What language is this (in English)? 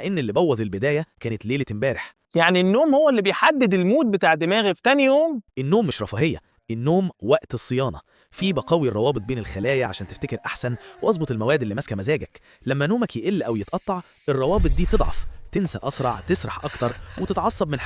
Egyptian Arabic